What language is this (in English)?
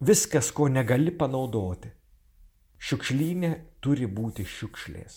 Lithuanian